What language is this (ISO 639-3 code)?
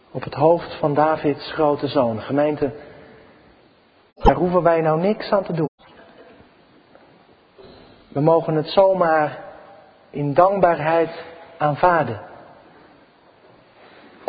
nld